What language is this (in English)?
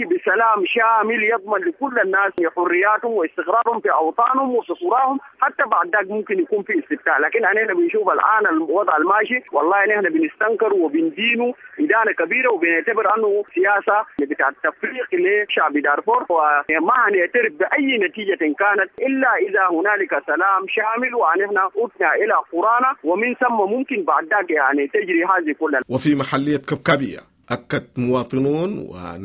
Sudanese Arabic